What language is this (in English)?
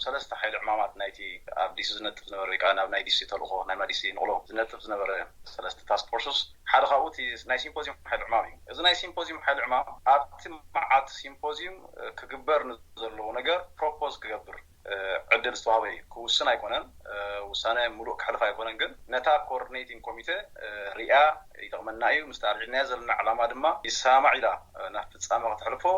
Tigrinya